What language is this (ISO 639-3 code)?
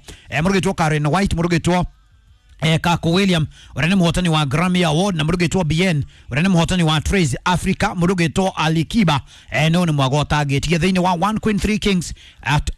kik